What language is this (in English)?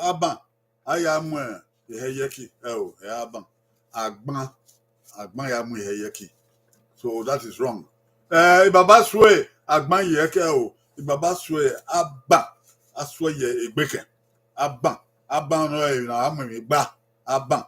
Bini